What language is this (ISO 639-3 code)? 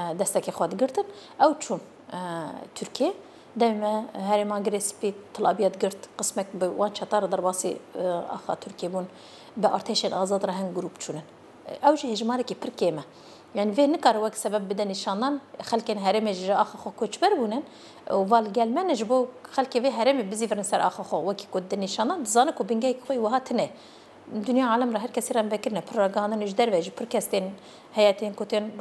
kur